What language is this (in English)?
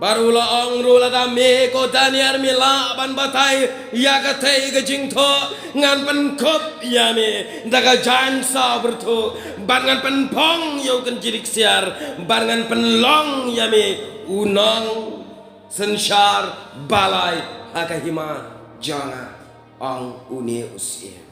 Khasi